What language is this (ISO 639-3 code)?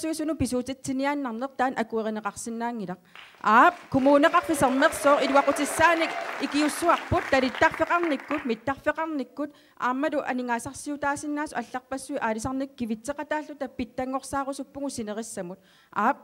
kal